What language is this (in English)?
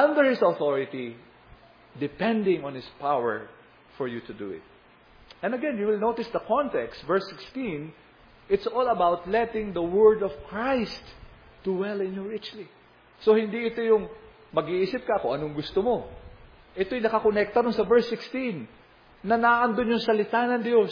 Filipino